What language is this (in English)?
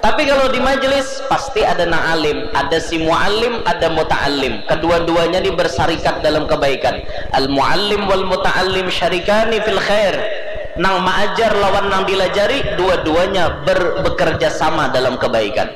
Banjar